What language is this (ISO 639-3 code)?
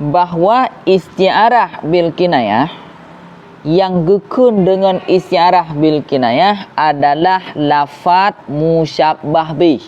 ace